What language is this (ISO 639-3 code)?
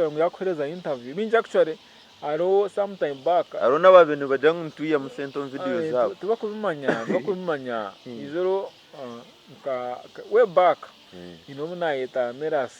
nyn